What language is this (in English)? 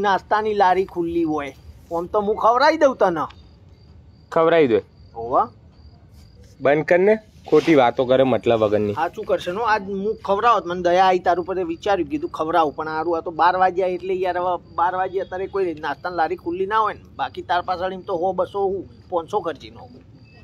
Gujarati